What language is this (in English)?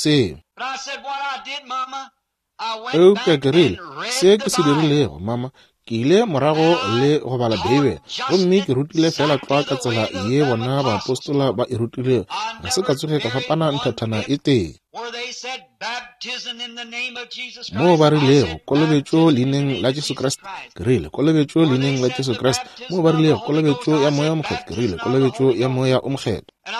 Northern Sotho